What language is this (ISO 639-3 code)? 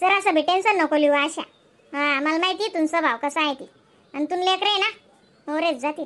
khn